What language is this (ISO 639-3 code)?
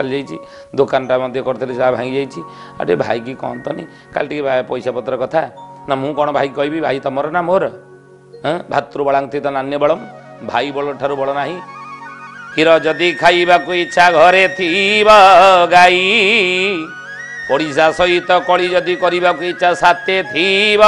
ori